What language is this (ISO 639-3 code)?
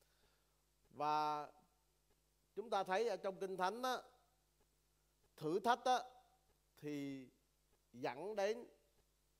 vie